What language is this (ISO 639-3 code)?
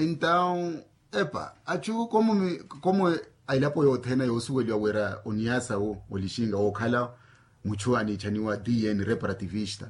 vmw